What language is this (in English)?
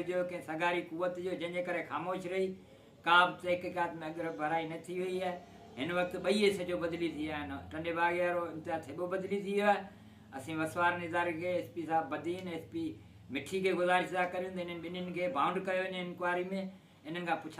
Sindhi